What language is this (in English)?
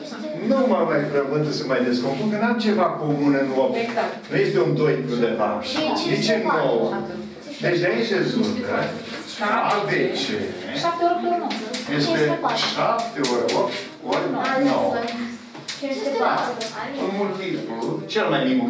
Romanian